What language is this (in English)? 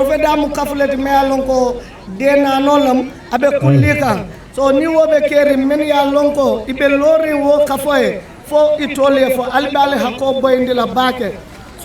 Fula